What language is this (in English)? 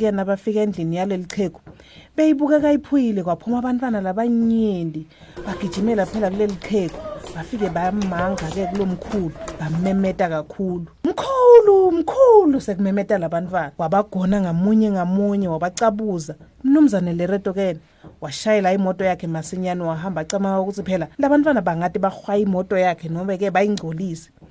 Swati